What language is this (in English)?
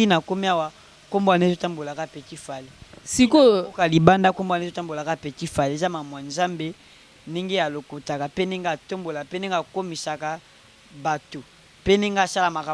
Lingala